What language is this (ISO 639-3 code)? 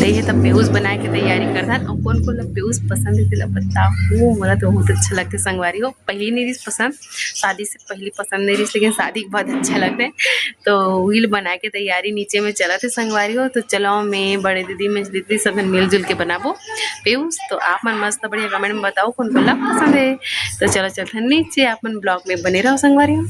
hne